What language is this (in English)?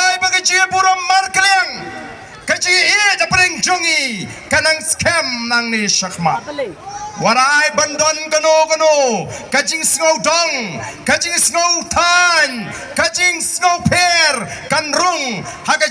Khasi